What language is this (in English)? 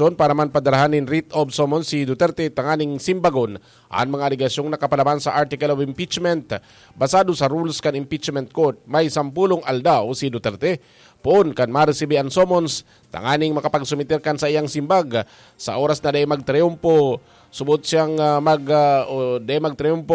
Bikol